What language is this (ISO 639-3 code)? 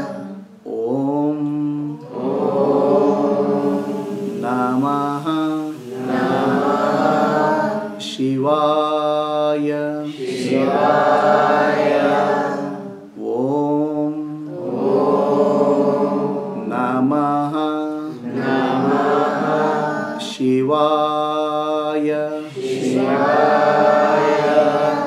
kan